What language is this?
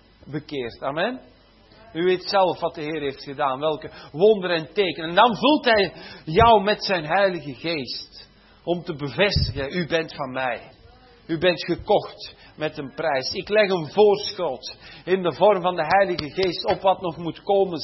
Dutch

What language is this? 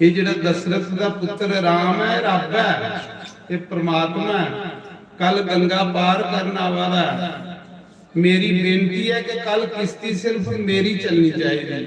Dogri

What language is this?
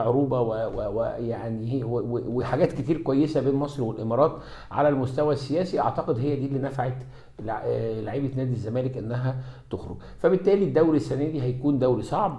Egyptian Arabic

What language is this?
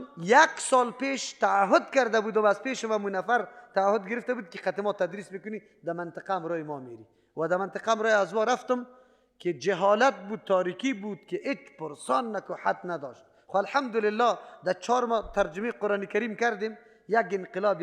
Persian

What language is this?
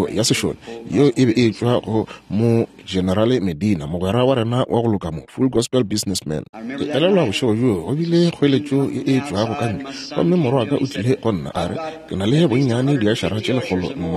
Northern Sotho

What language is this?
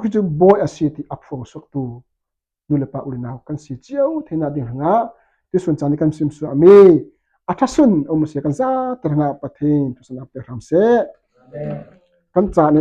Falam Chin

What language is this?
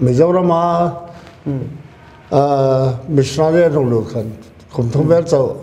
Paite Chin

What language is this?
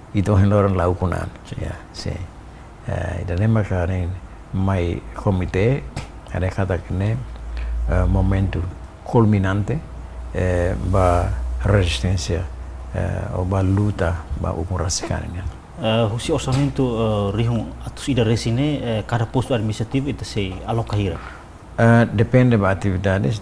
Tetum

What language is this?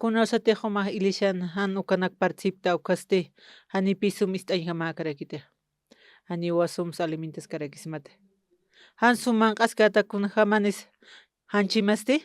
Aymara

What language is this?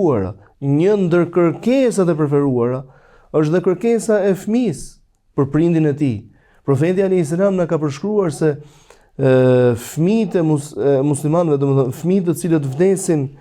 Albanian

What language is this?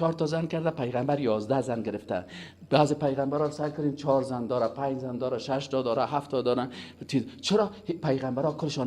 Persian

